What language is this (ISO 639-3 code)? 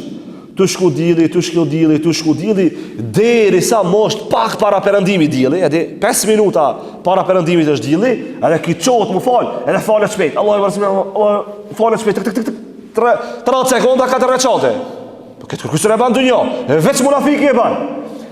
sqi